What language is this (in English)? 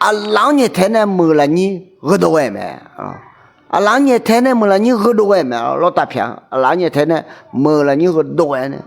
Akha